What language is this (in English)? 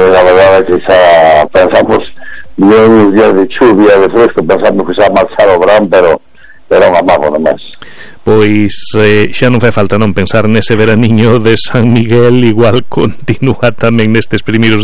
Galician